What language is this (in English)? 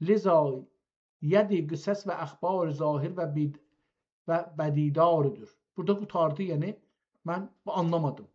South Azerbaijani